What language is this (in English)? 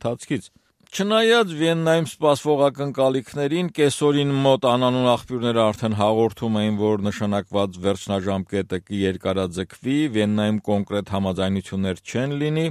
Armenian